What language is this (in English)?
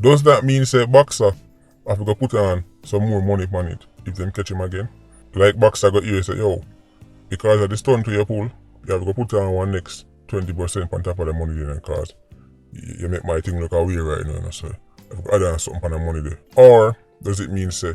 Jamaican Creole English